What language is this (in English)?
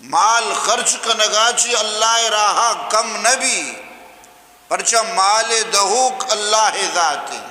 Eastern Balochi